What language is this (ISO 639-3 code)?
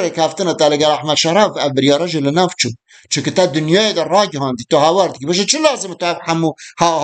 kur